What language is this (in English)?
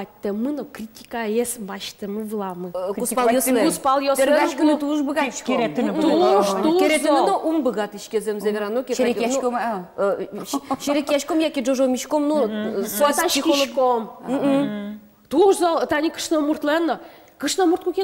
Udmurt